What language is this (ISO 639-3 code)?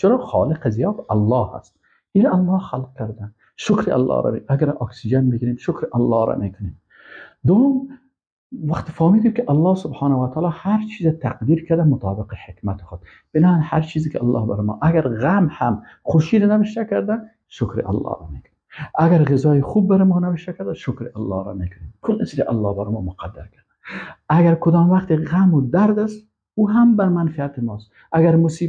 fas